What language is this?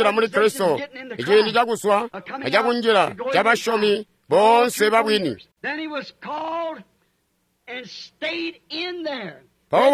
Tonga (Zambia)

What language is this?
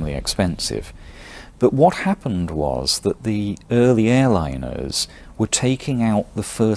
English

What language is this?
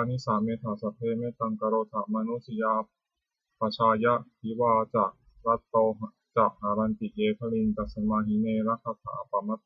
Pali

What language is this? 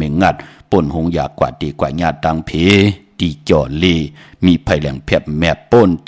Shan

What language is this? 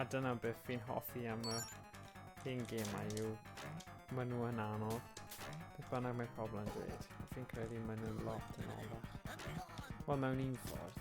Welsh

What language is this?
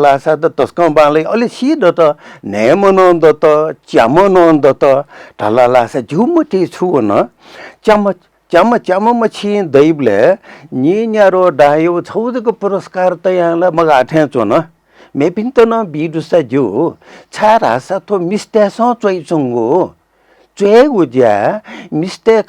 Newari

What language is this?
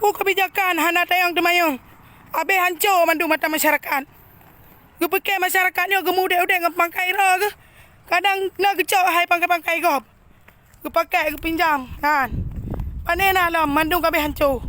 Achinese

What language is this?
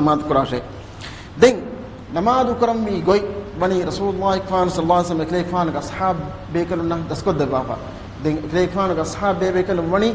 Divehi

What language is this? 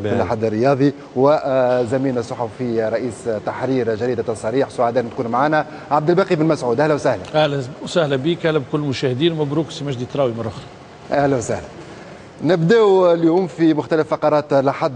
Tunisian Arabic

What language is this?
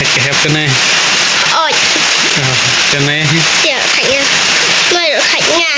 Khasi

